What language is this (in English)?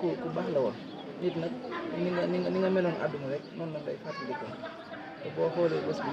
Wolof